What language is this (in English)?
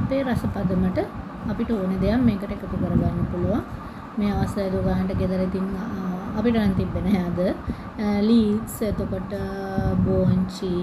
Sinhala